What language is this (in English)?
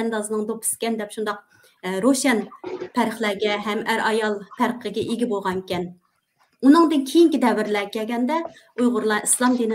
Uyghur